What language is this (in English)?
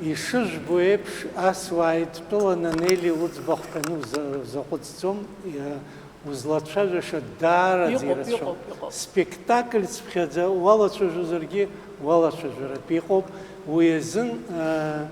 Abkhazian